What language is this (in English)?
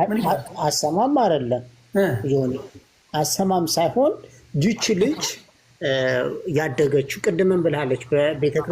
Amharic